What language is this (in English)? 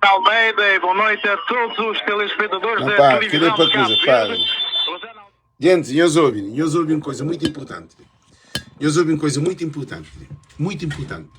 Kabuverdianu